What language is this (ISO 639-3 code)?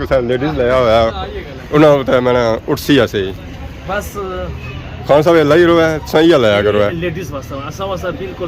phr